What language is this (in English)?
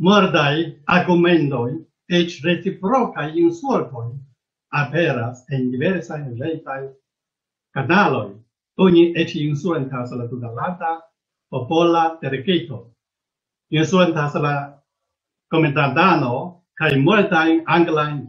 Esperanto